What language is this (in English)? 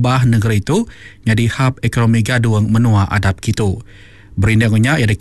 Iban